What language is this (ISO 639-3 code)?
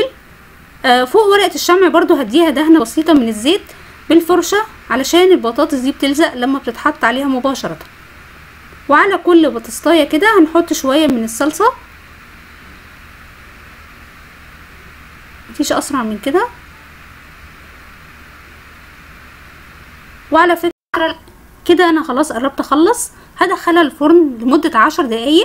arz